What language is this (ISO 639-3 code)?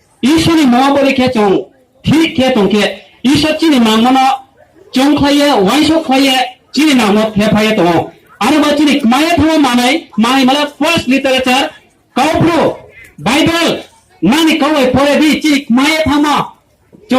ria